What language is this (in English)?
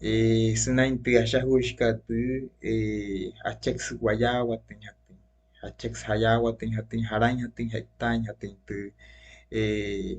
Wayuu